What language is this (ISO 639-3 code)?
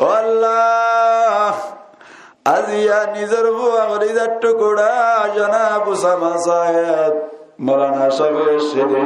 rhg